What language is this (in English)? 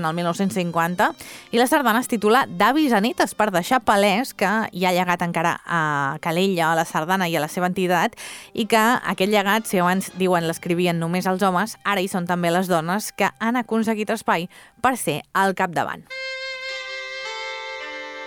Catalan